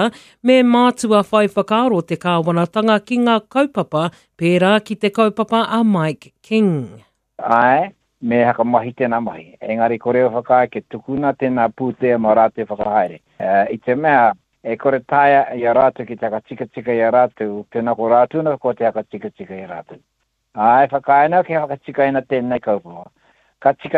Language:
Māori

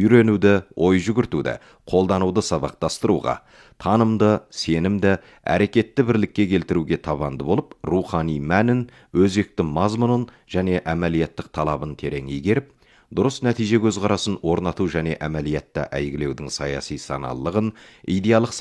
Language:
Kazakh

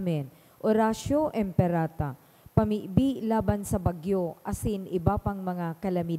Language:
Bikol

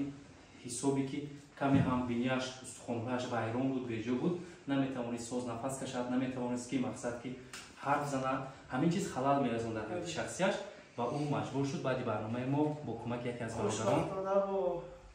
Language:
Tajik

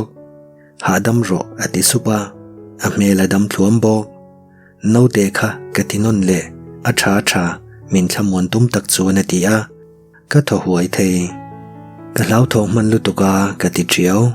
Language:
Mizo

